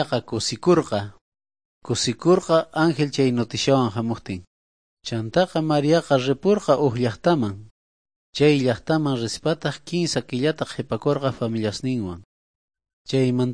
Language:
South Bolivian Quechua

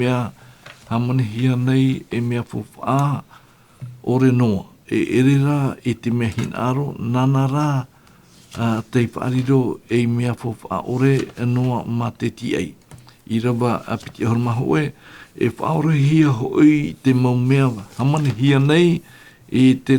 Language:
Tahitian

